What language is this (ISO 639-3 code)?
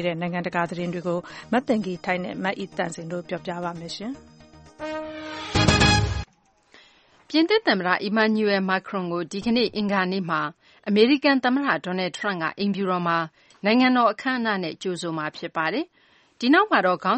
mya